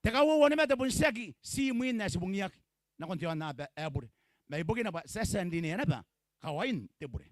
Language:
Gilbertese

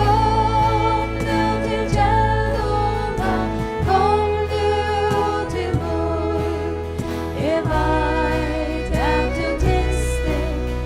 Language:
Faroese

